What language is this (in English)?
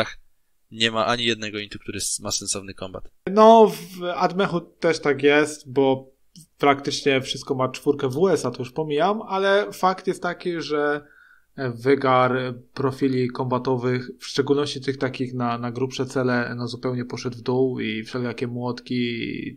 Polish